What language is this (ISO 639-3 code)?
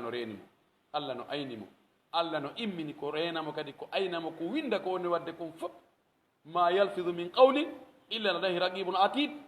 fuf